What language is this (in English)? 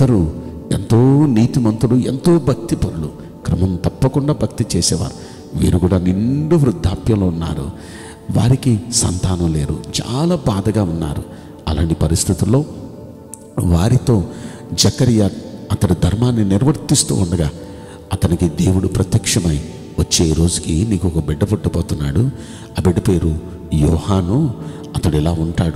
Telugu